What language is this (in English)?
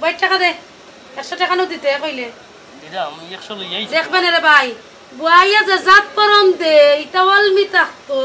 Sylheti